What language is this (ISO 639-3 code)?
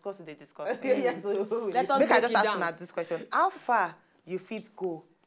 pcm